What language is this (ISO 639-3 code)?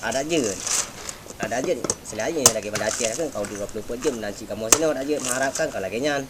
ace